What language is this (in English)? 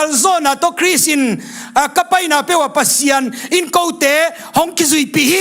Tedim Chin